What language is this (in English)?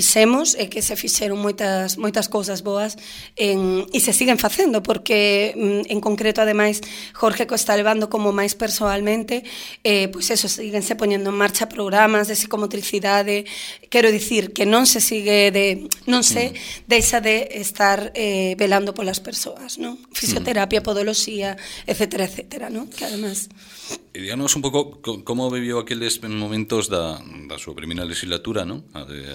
Galician